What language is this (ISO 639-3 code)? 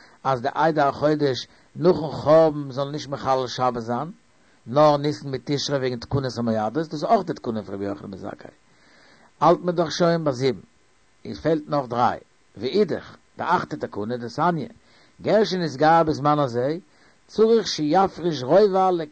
yid